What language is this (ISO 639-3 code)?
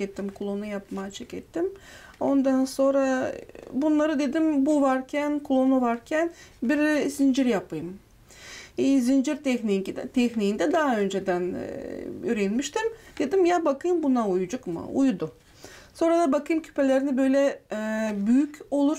gag